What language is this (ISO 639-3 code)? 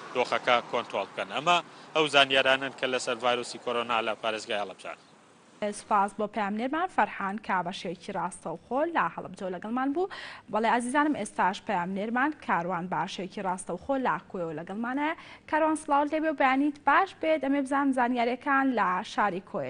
ckb